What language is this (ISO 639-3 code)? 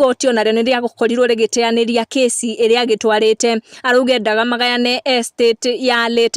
kik